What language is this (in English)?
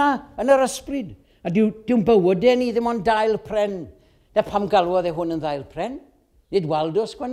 Welsh